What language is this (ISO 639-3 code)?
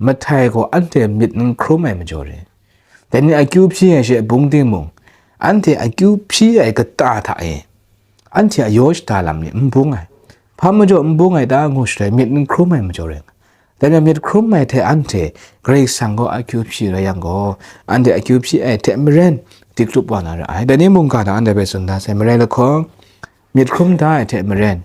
kac